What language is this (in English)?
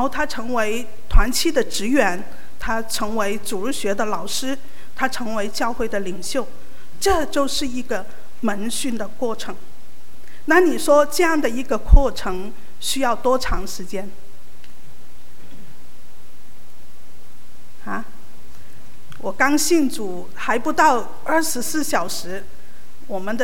Chinese